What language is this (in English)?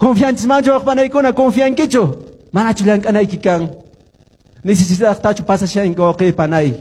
Quechua